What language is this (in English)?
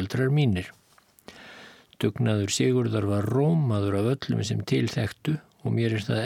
Icelandic